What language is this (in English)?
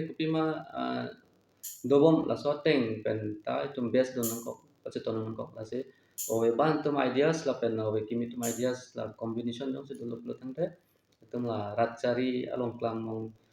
Karbi